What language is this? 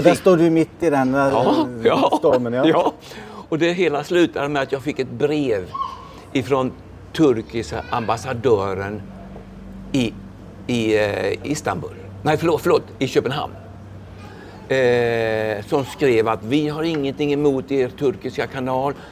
Swedish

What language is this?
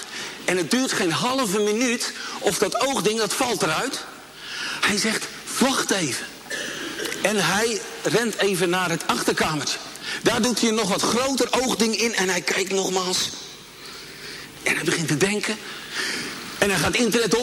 Dutch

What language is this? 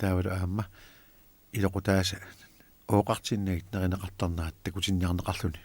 Kalaallisut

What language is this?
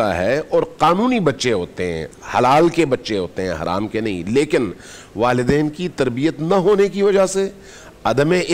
Urdu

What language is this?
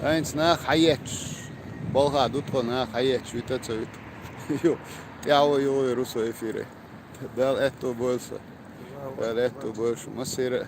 Chechen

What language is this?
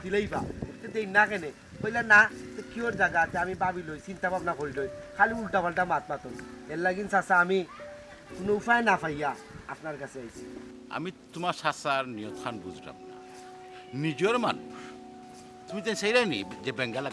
Sylheti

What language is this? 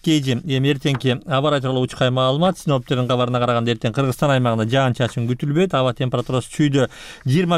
Kyrgyz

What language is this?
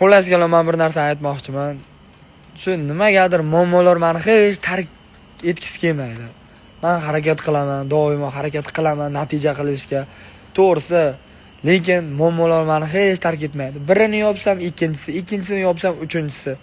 Uzbek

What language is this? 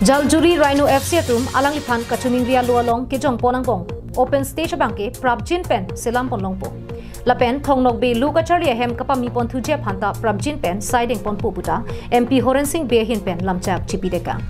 Karbi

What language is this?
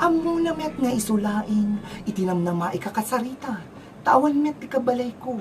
Iloko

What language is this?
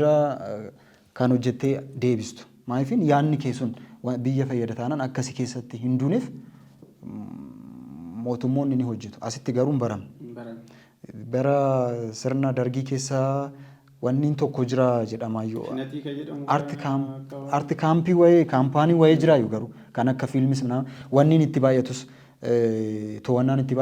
Oromo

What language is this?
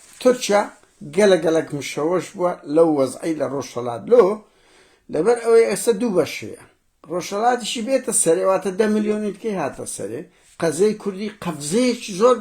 Central Kurdish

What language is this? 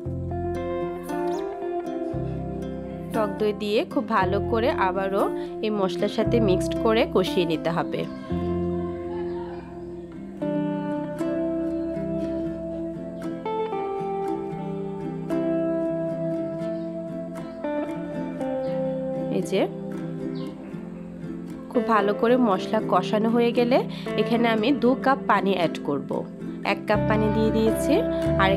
Bangla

